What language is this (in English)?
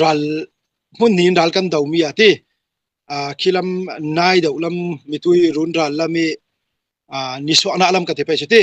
Falam Chin